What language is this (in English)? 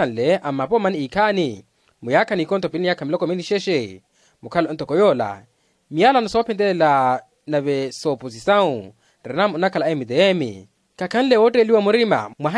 Makhuwa